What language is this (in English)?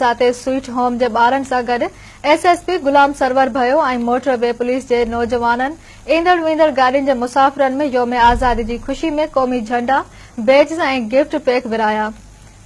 Sindhi